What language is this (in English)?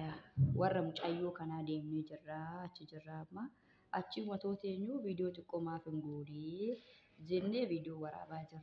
Oromo